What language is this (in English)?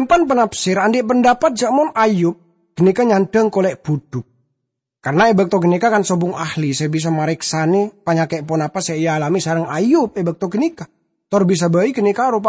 Madurese